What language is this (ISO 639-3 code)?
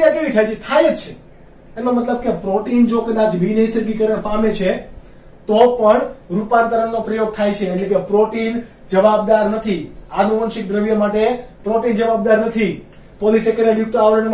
guj